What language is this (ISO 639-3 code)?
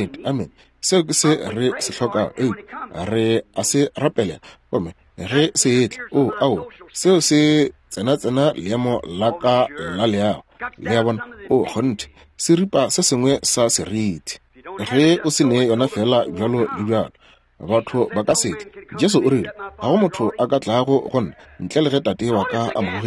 nso